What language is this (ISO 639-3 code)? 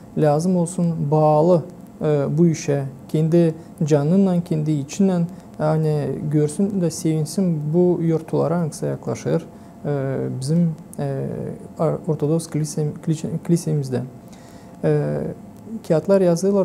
gag